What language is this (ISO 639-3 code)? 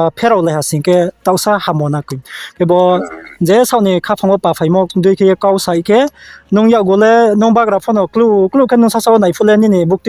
ria